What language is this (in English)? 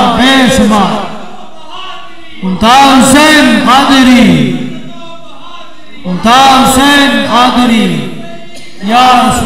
Urdu